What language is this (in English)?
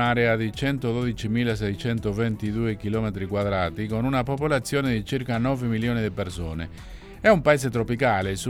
Italian